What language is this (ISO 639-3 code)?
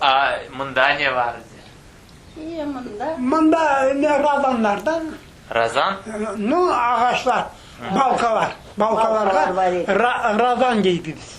crh